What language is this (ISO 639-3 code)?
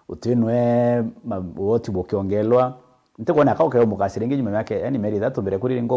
mer